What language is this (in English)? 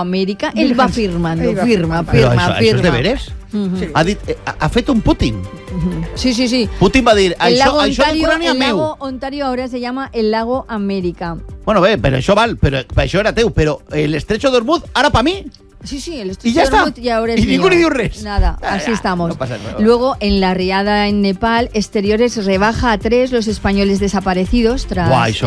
Catalan